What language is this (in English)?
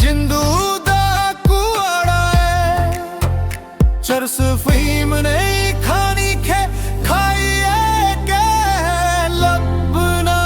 Dogri